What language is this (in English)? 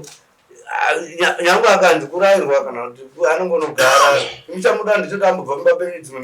Shona